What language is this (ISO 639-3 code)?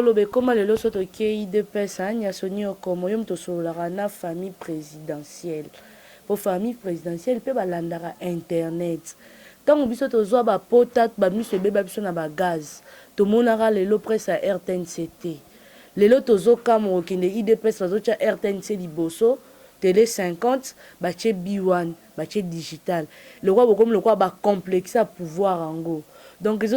lin